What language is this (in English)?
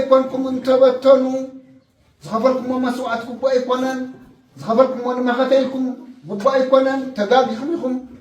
Tigrinya